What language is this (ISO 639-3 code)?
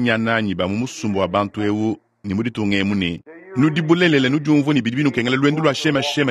lua